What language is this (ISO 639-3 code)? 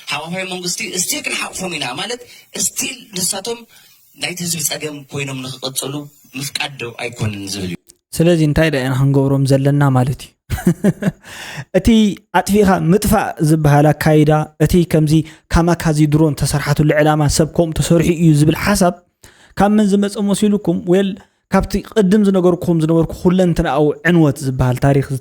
tir